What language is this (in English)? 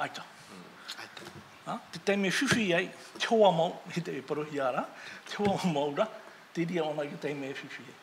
Tahitian